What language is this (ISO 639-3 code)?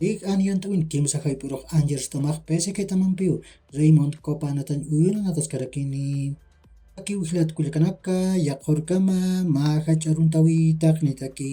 aym